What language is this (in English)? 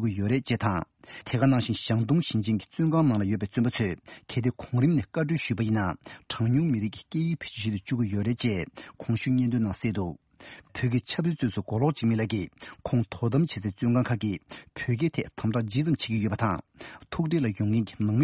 Tibetan